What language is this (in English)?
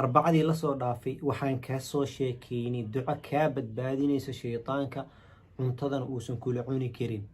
Somali